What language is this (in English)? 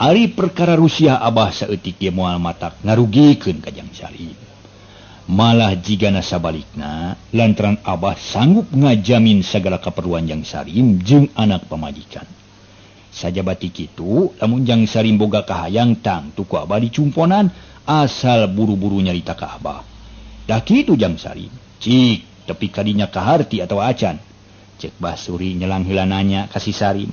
Sundanese